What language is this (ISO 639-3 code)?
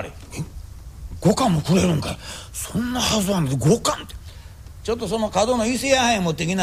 jpn